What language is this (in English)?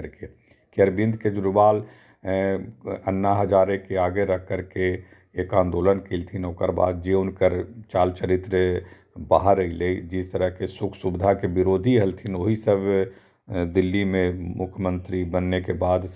Magahi